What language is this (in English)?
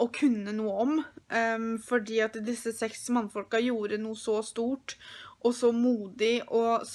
Norwegian